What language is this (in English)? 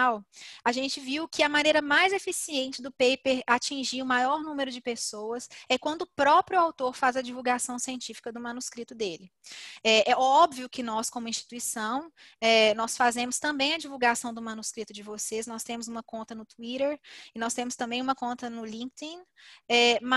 Portuguese